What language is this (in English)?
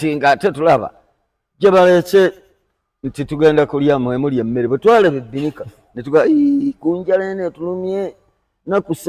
Ganda